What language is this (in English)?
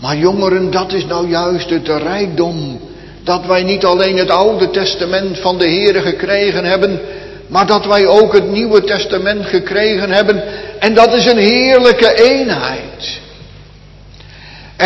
Dutch